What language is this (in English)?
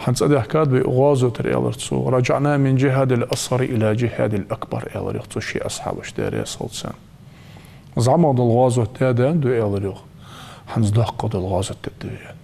Ingush